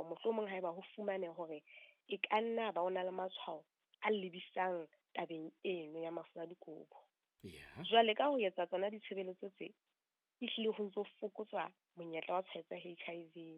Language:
Southern Sotho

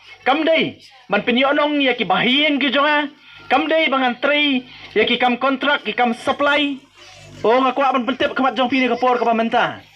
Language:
Khasi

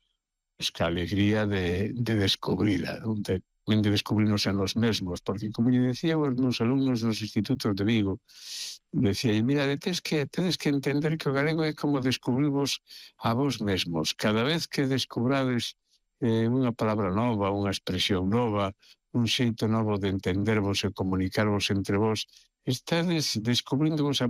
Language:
Galician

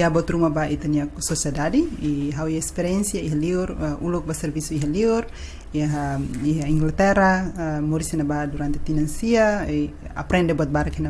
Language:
Tetum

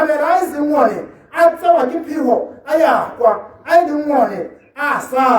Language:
Tswana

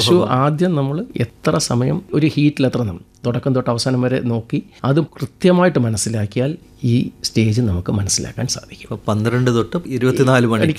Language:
Malayalam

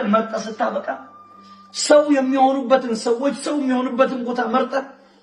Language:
Amharic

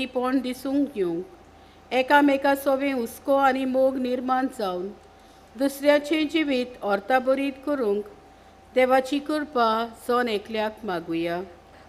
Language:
Konkani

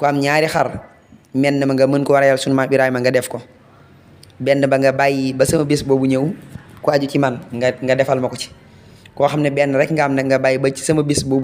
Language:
Wolof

